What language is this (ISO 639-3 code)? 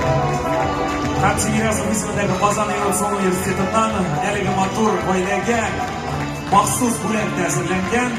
tat